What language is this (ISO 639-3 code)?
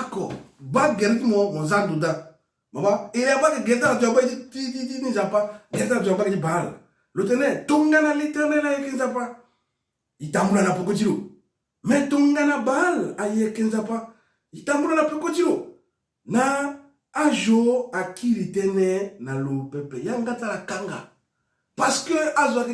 sag